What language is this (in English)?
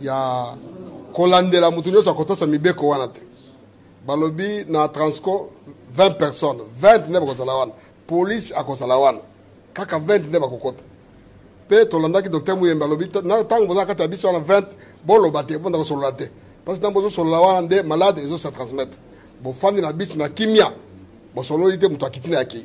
Lingala